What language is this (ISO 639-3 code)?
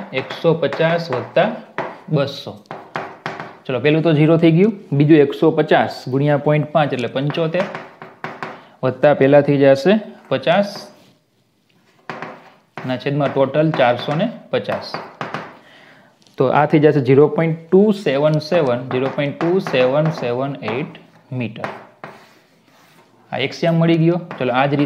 guj